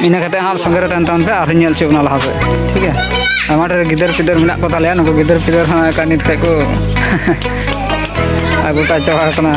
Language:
Santali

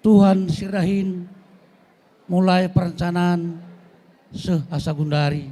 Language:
Batak Karo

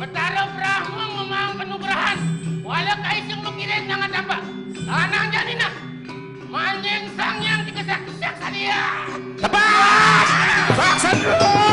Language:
Balinese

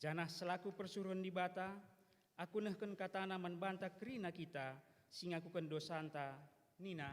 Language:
Batak Karo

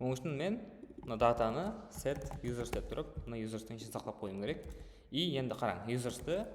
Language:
Kara-Kalpak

